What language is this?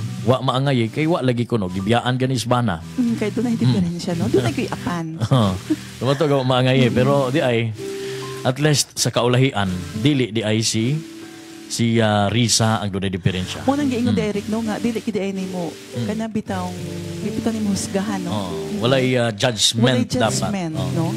Cebuano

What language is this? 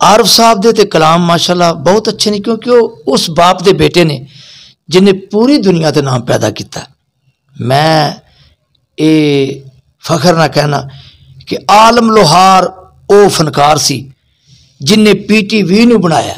Saraiki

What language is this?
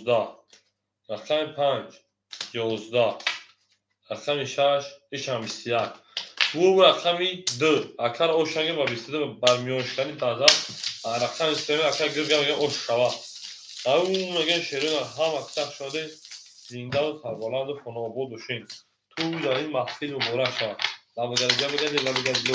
Tajik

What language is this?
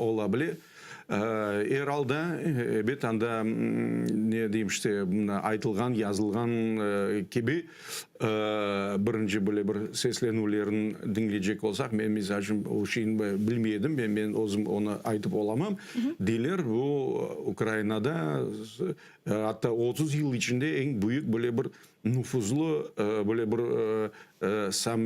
Crimean Tatar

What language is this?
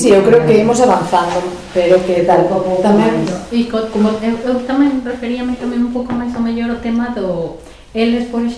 Galician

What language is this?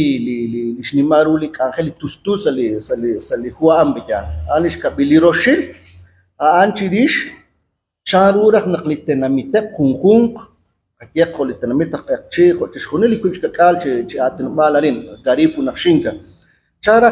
Kekchí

